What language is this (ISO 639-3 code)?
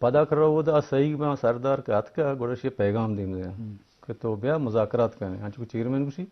bgp